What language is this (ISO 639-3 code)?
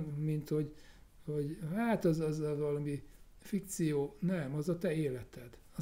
hun